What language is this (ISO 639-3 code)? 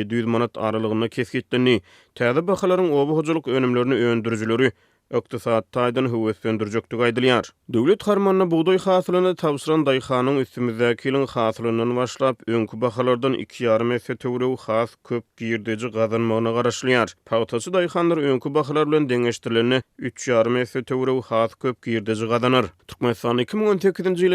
tuk